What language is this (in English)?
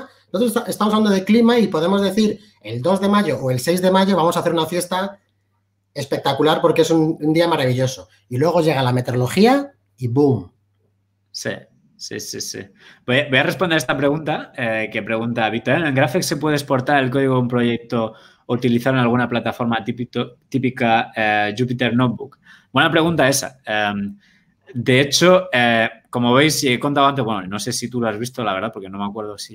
Spanish